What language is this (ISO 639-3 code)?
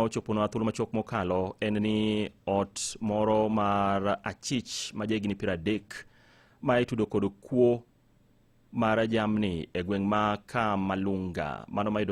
luo